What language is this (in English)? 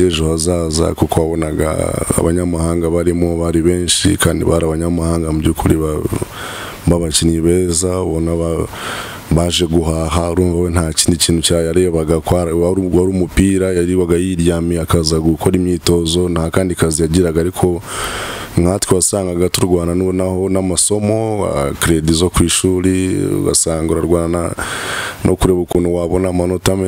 Kinyarwanda